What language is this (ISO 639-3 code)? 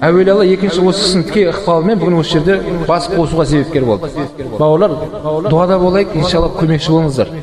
kaz